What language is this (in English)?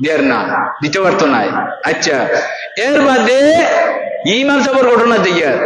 Sylheti